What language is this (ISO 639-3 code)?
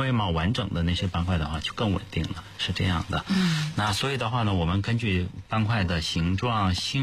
zho